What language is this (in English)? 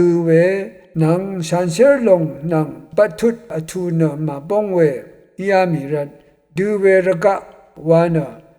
Rawang